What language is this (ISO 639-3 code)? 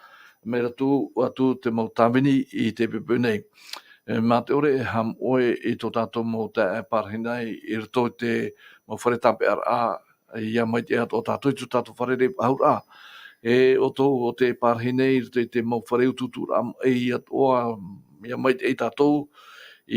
tah